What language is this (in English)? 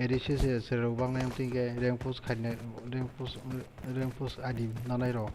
Kok Borok